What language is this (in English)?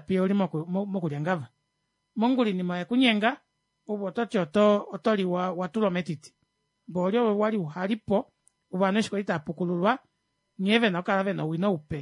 Kuanyama